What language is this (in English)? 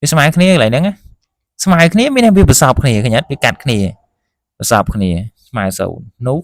Khmer